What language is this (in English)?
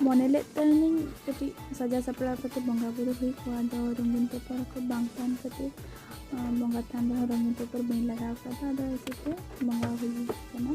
Santali